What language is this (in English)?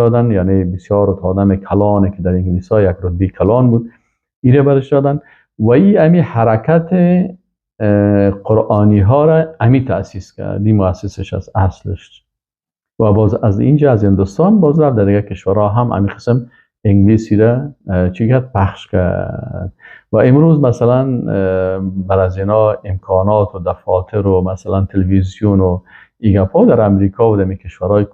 Persian